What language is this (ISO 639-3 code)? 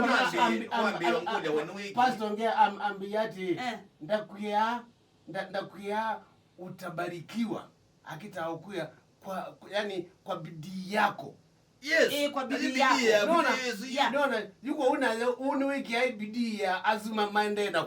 kam